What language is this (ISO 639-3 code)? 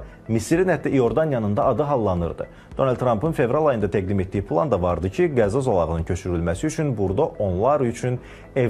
aze